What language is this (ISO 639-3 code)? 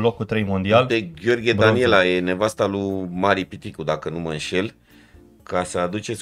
ron